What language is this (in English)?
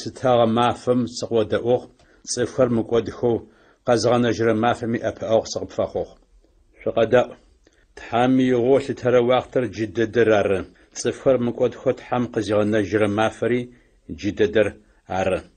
Adyghe